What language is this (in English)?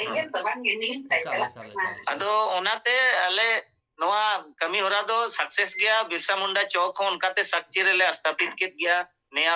Santali